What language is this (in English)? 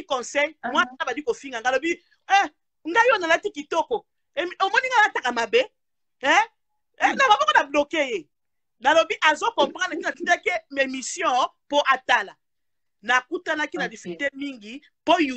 Lingala